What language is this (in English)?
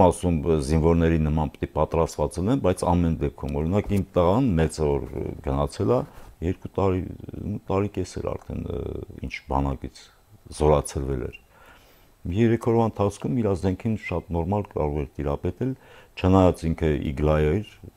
Armenian